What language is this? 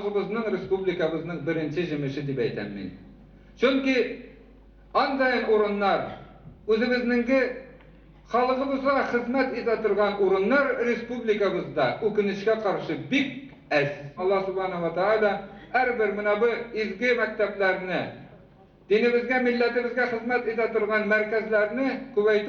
Bashkir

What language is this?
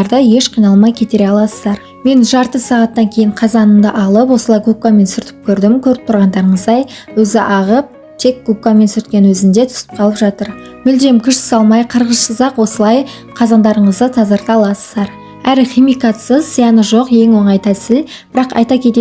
Kazakh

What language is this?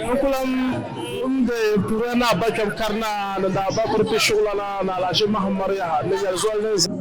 Dagbani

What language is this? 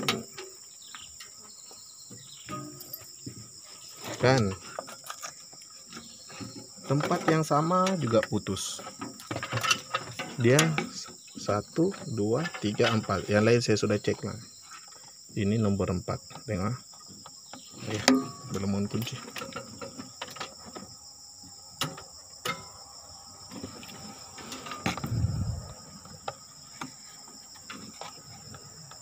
Malay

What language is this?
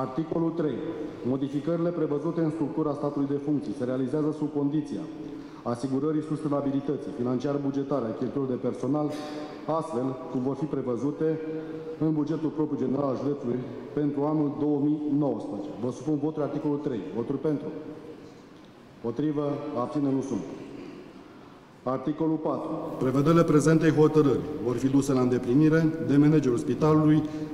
Romanian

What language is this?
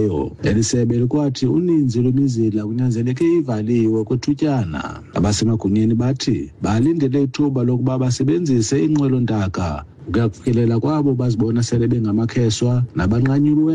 Xhosa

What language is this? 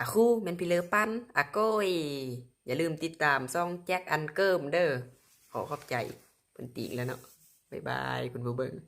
Lao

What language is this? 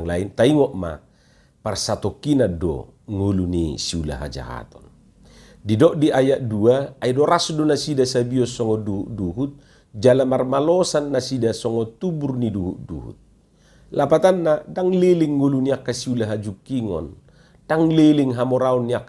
Batak Toba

